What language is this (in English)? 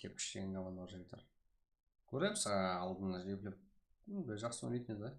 Kara-Kalpak